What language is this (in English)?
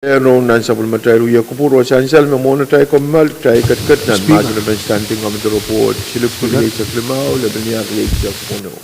Pohnpeian